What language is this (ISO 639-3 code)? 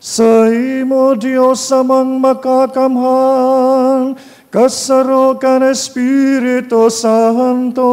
bik